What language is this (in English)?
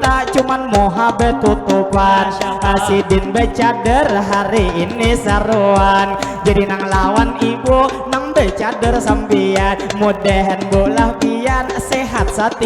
Banjar